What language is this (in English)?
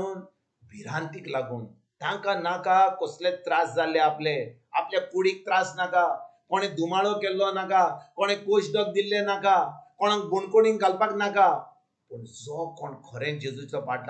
Konkani